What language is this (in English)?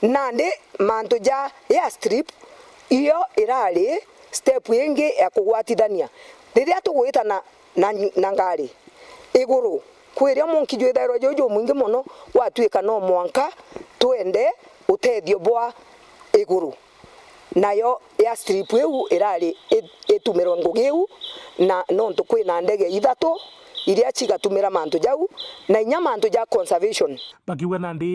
Meru